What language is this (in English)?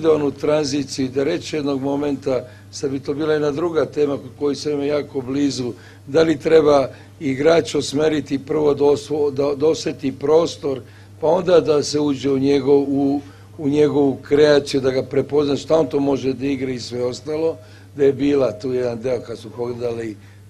Bosnian